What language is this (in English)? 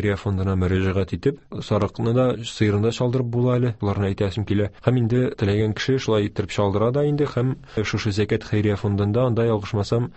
Tatar